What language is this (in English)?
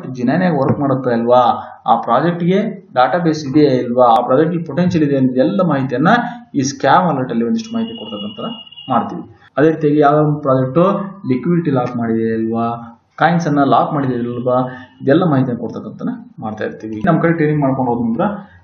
Kannada